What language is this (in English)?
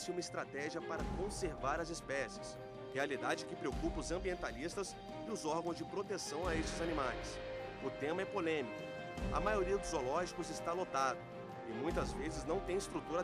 Portuguese